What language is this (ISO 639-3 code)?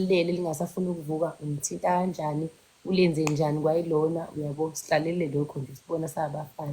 zul